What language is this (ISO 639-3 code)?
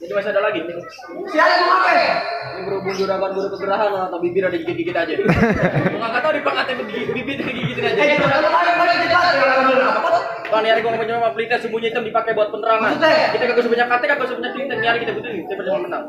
bew